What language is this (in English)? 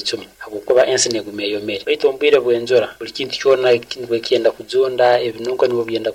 Nyoro